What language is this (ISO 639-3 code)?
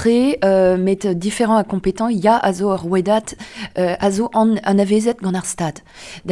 bre